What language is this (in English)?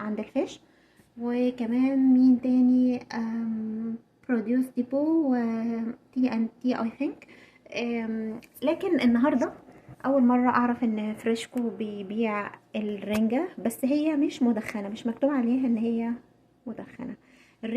Egyptian Arabic